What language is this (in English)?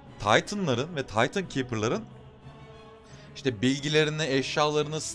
Turkish